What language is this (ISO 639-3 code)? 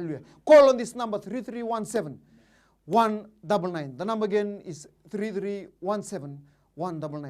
fij